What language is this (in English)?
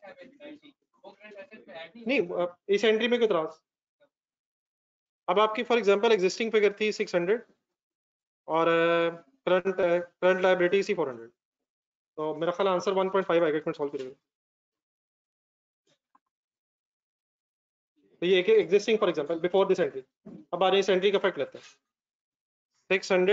Hindi